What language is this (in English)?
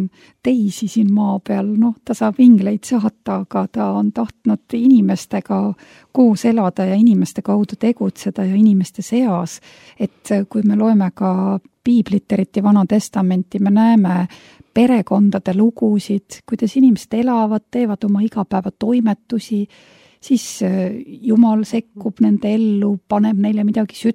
Estonian